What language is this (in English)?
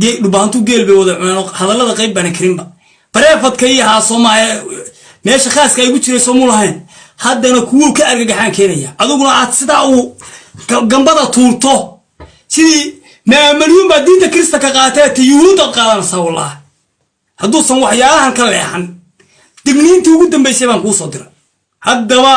Somali